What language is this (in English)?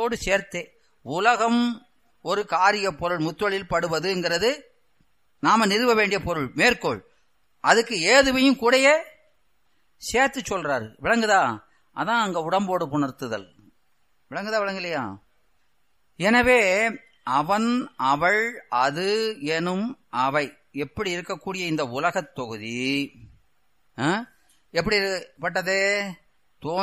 Tamil